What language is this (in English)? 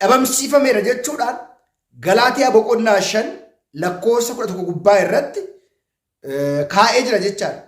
Oromo